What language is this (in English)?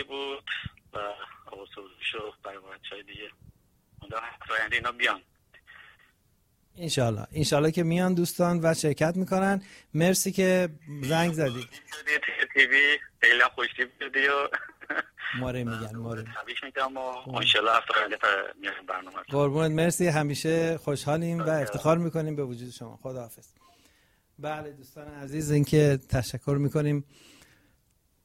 Persian